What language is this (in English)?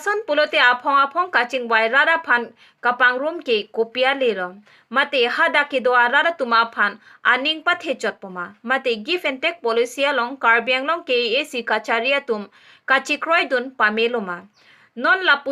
Karbi